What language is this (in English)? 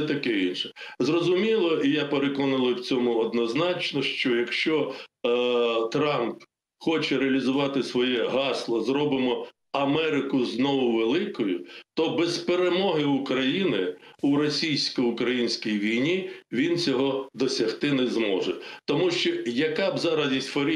Ukrainian